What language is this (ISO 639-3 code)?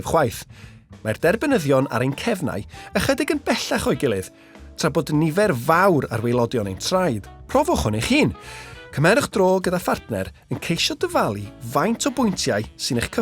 cym